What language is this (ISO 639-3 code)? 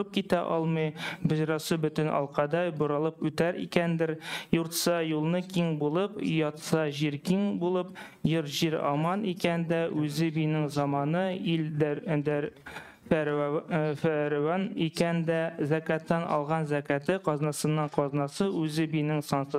tat